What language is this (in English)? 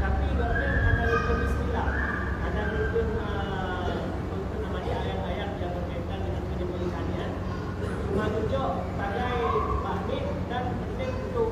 Achinese